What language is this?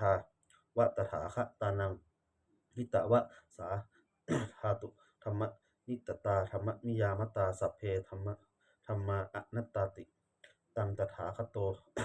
Pali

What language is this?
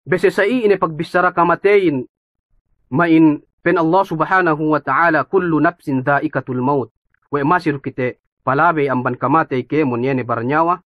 Yakan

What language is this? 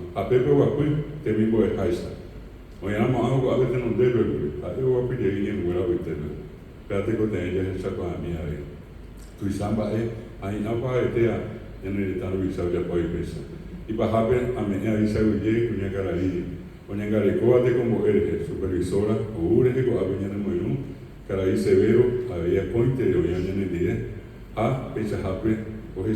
Guarani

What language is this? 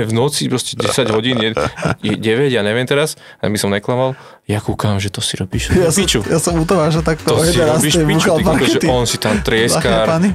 Slovak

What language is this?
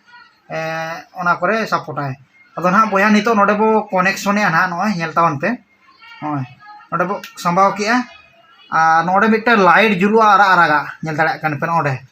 Santali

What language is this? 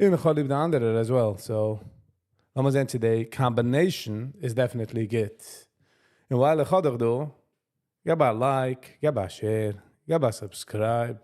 Yiddish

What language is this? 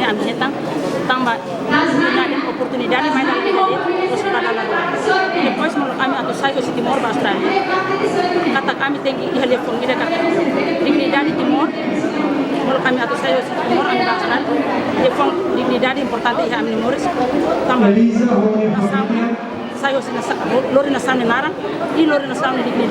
Tetum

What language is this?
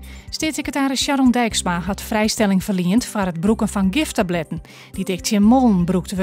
Western Frisian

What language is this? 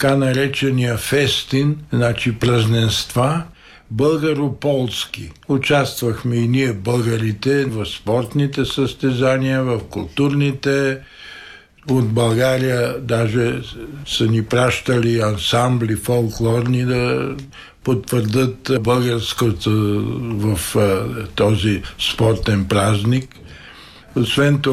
Bulgarian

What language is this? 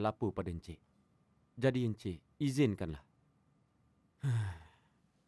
Malay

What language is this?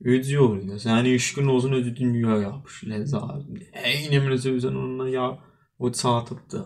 South Azerbaijani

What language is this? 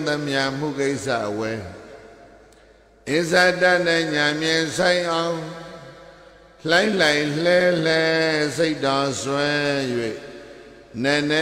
Burmese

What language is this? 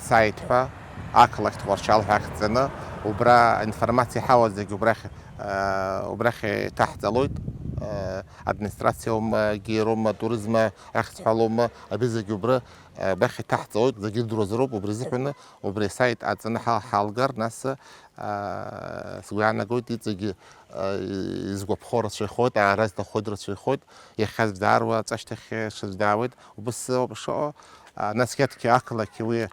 Abkhazian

